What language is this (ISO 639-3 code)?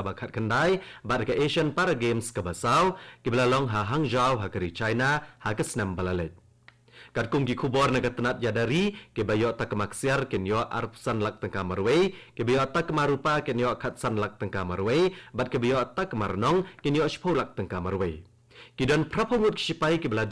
kha